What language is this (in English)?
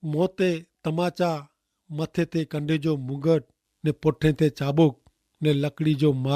Kachhi